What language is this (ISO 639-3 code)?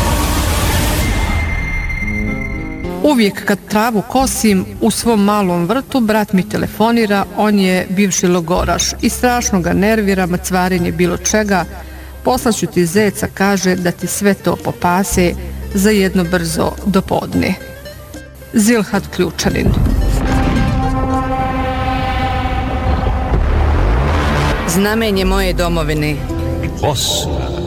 bos